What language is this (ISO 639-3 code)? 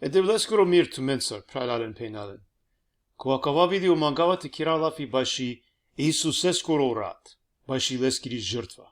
rmn